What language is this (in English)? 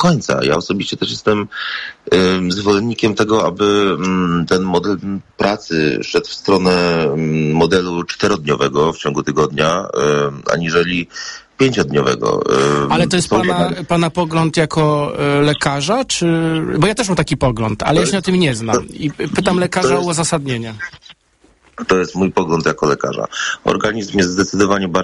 Polish